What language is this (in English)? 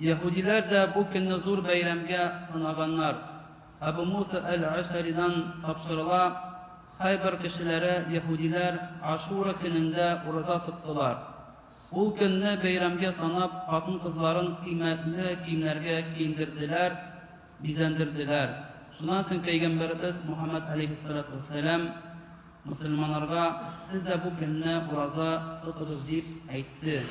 Tatar